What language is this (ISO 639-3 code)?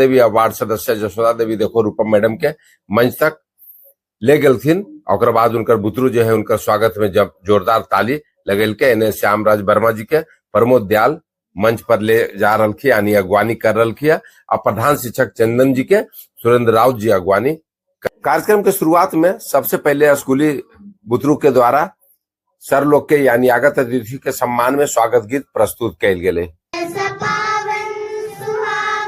mag